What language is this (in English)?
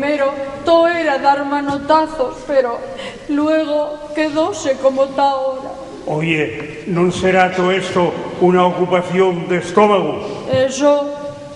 Asturian